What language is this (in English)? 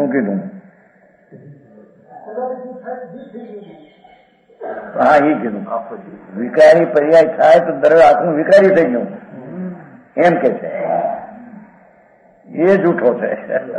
Gujarati